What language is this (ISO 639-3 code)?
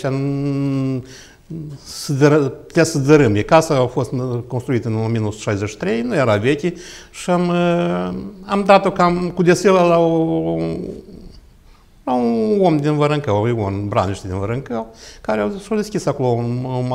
ron